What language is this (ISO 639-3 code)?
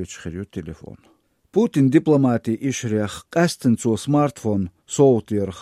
che